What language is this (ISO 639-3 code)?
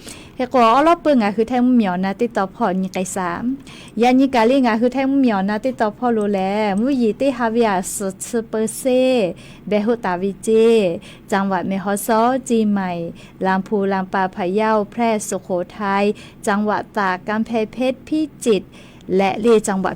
lhu